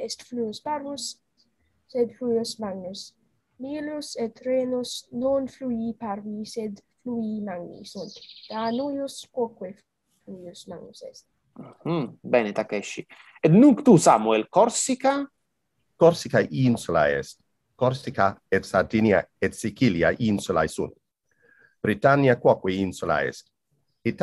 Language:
Latin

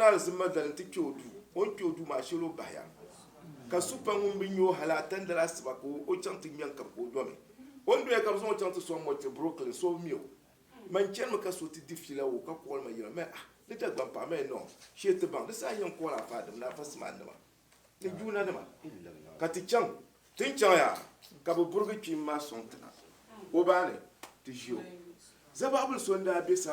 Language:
Dagbani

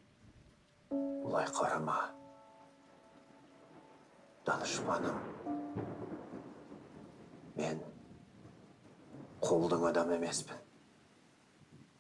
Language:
Kazakh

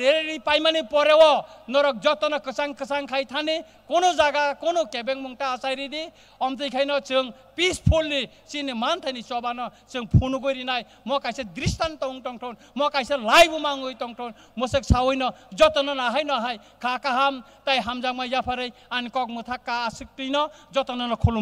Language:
Kok Borok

